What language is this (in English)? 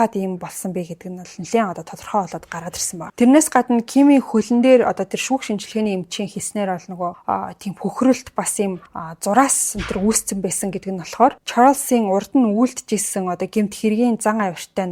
Mongolian